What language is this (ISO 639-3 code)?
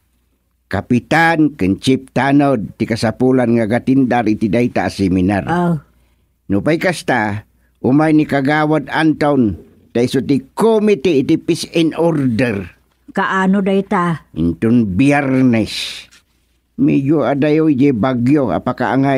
ilo